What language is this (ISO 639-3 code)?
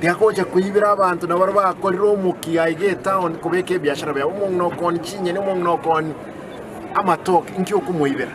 guz